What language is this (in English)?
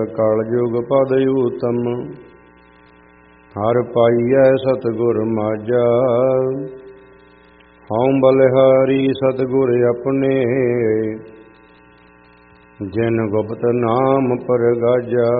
Punjabi